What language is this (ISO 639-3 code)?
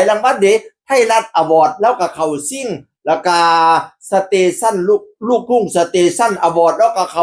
tts